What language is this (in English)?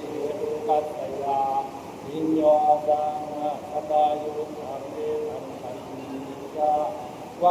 Pali